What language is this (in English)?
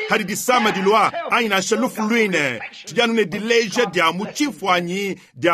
Luba-Lulua